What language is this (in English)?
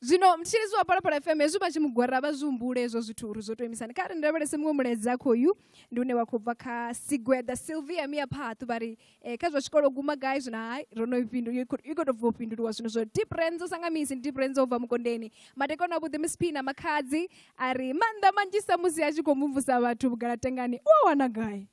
Venda